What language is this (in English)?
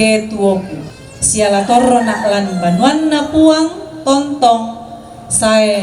Toraja-Sa'dan